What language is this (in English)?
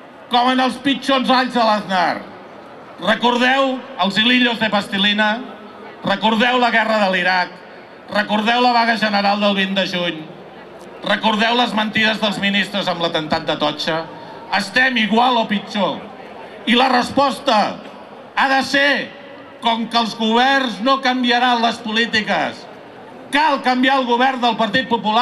Catalan